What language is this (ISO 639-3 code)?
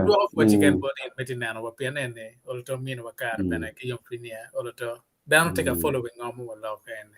ach